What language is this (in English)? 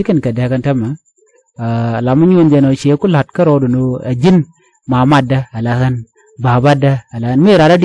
Nuer